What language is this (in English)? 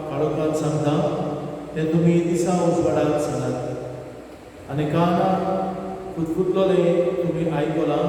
Konkani